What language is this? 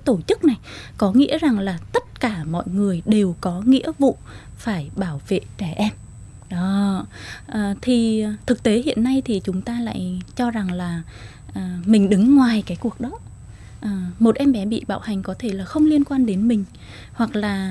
Vietnamese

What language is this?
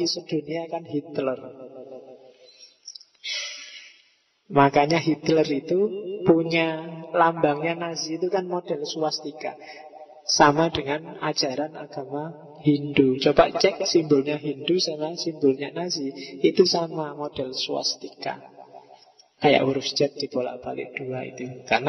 Indonesian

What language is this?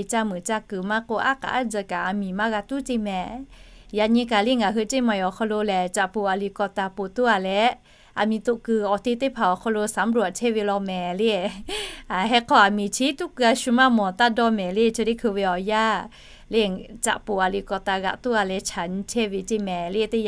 Lahu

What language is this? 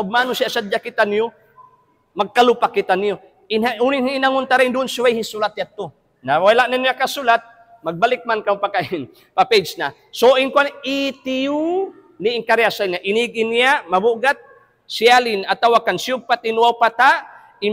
Tausug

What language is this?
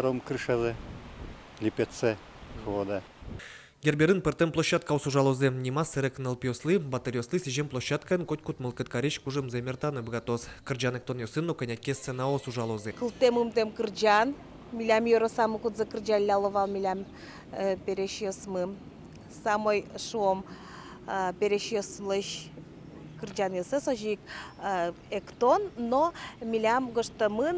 Udmurt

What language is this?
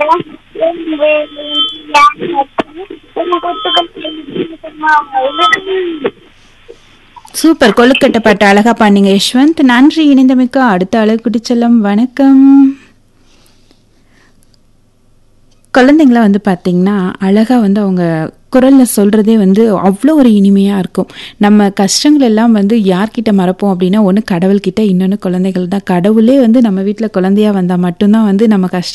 Tamil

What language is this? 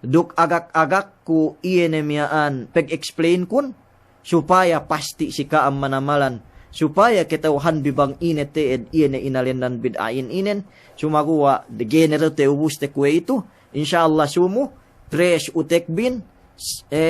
Yakan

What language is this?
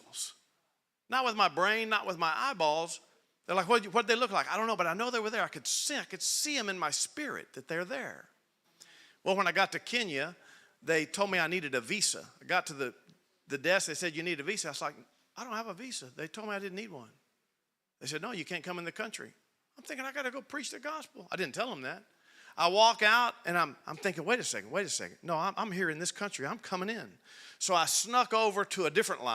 English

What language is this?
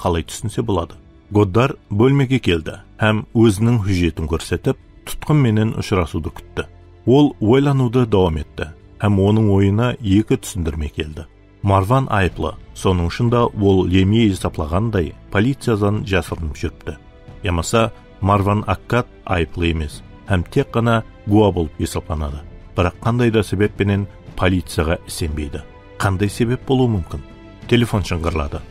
Kara-Kalpak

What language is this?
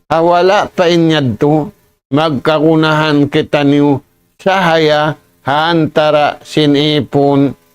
Tausug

